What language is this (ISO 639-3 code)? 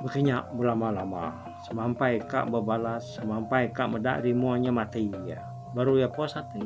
iba